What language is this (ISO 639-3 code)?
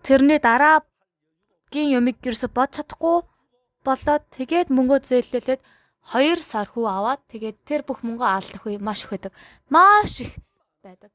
mon